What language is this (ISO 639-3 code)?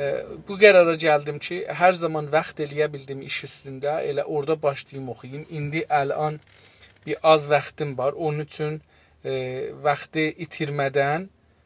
azb